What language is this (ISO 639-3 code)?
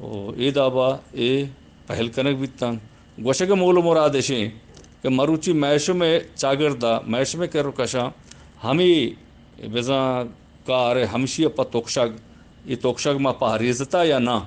bgp